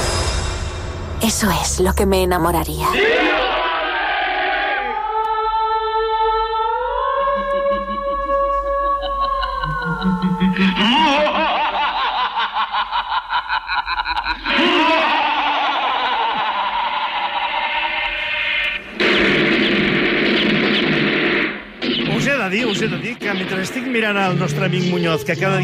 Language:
Catalan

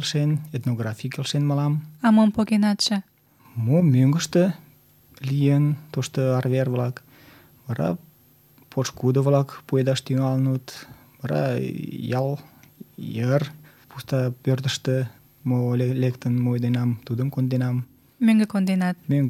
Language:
Mari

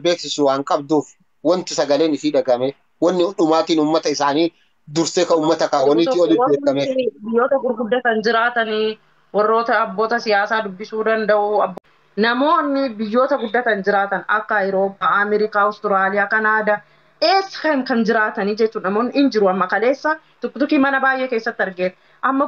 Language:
Oromo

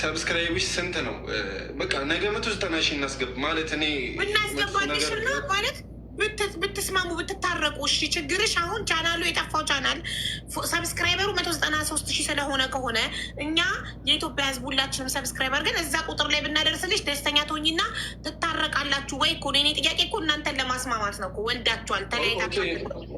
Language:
Amharic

